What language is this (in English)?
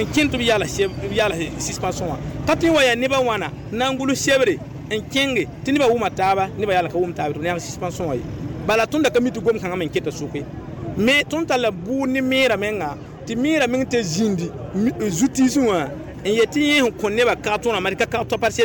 Mossi